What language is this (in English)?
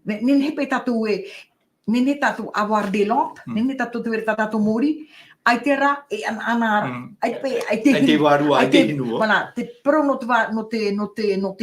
Tahitian